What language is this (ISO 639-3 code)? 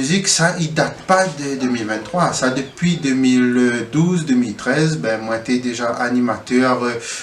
rcf